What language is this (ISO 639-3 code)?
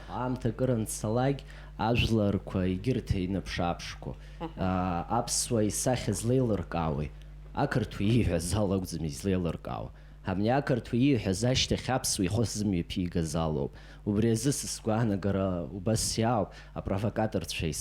abk